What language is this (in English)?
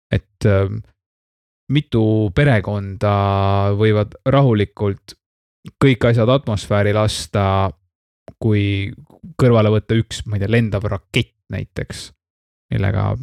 Estonian